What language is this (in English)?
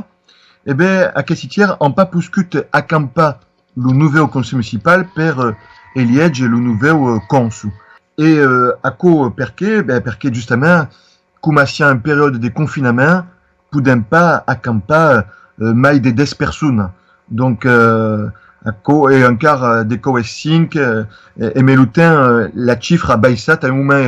Occitan